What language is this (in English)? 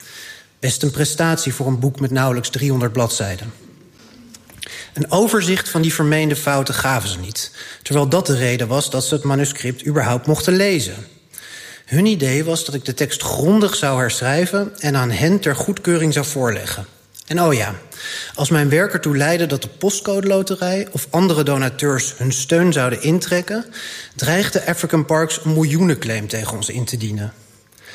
Dutch